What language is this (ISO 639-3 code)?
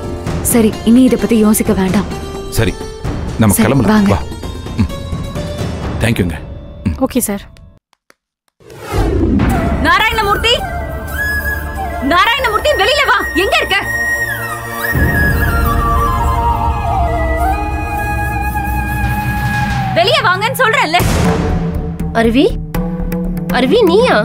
tam